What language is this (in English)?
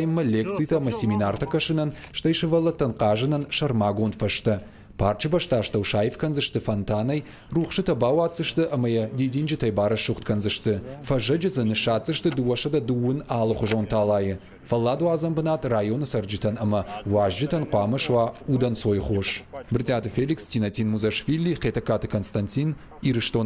Ossetic